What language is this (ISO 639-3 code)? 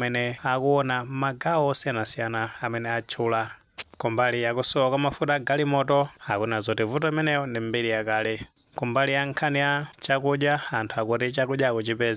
nya